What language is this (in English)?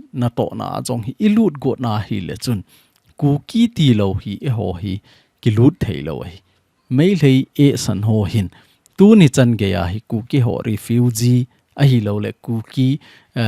Thado Chin